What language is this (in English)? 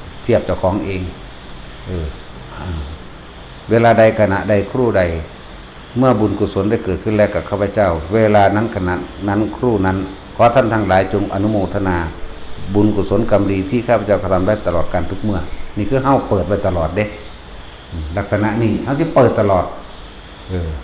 Northeastern Thai